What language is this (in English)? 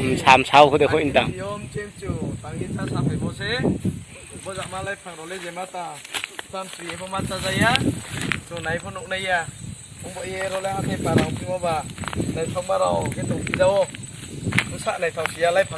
Riang (India)